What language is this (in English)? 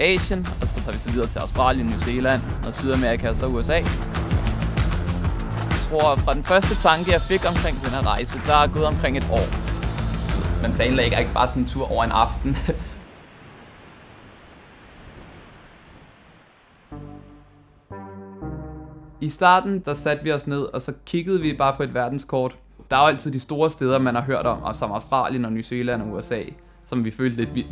Danish